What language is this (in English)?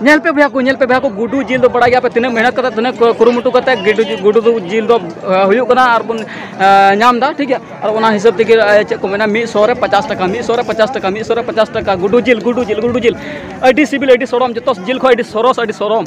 Santali